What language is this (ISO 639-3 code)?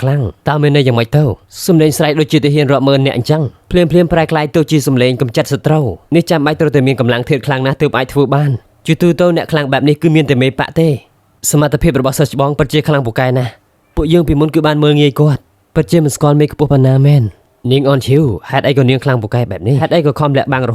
khm